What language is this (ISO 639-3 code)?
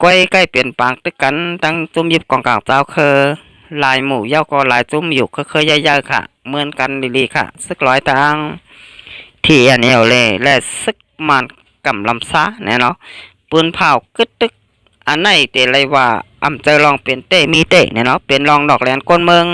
shn